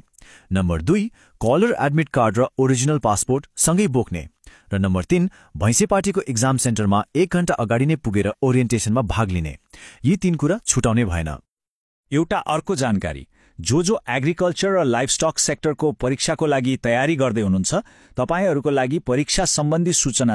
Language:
Nepali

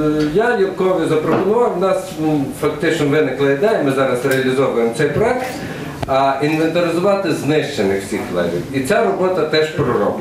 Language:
Ukrainian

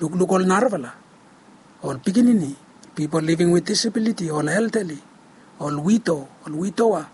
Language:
Bislama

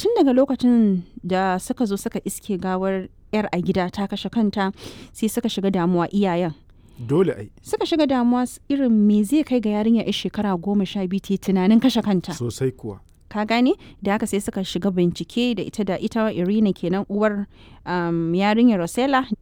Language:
Hausa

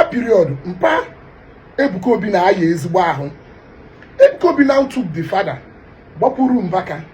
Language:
Igbo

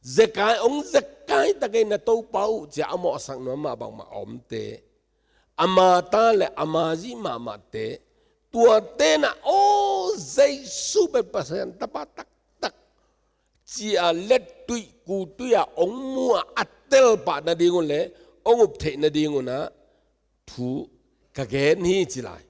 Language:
Tedim Chin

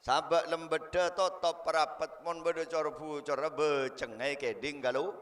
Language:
Madurese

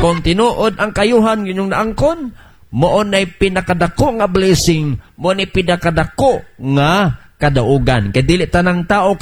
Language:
Cebuano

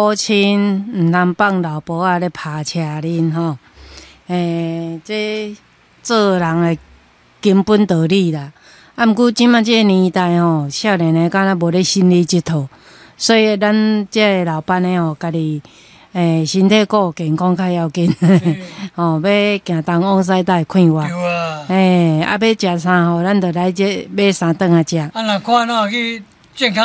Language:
Min Nan Chinese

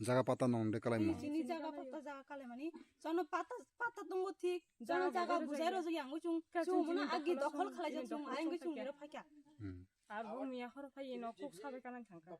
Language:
Kok Borok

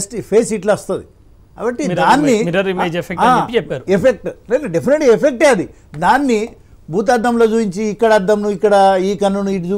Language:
Telugu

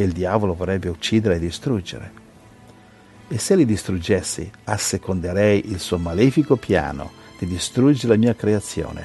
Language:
Italian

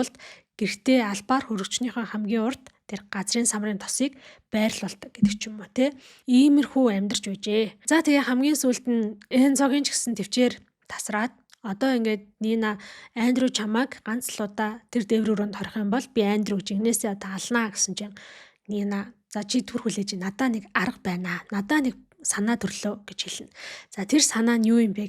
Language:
Mongolian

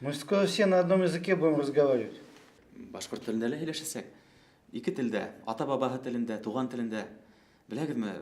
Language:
Bashkir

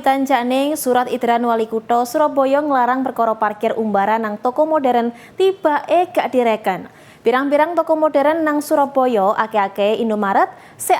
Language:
Javanese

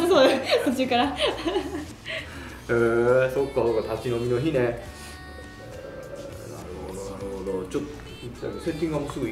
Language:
Japanese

